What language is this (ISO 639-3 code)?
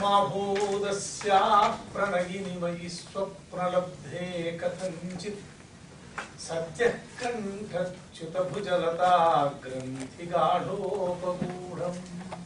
san